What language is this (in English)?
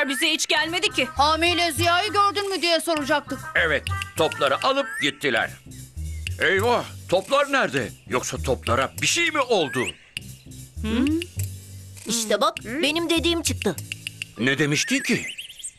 Turkish